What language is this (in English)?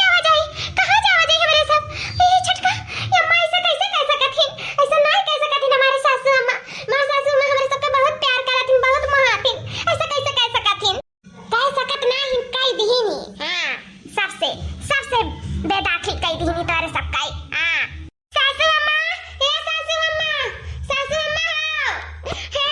Awadhi